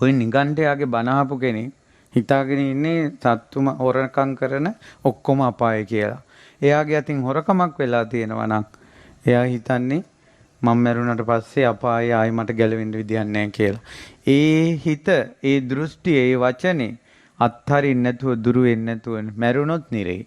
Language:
Sinhala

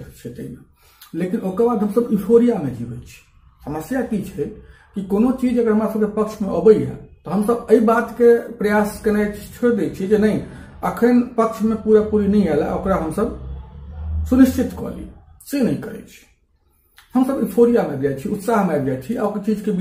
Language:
Maithili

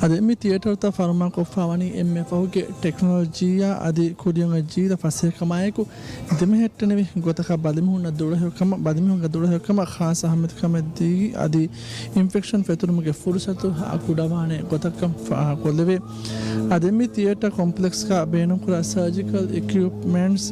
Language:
Divehi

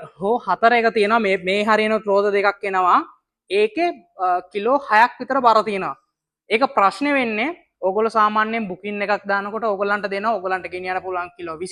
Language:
Sinhala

